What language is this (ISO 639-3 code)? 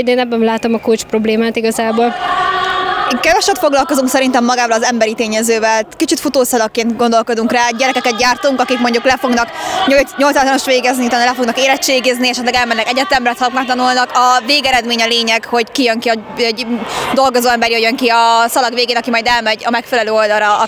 hun